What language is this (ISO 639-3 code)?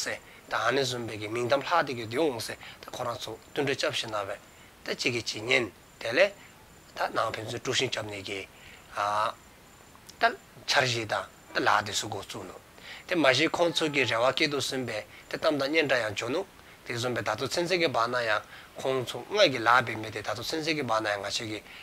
dzo